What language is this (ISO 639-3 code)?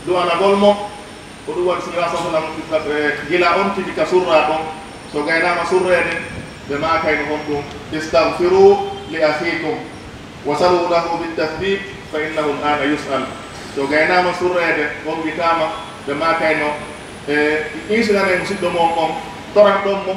fuf